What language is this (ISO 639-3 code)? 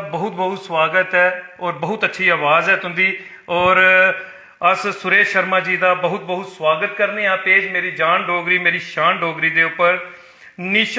doi